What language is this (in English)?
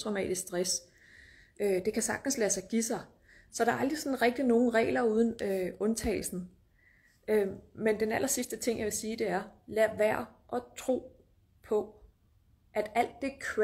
Danish